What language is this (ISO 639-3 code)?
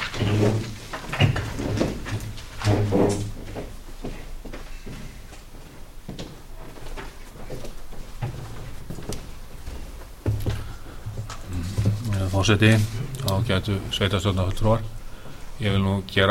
isl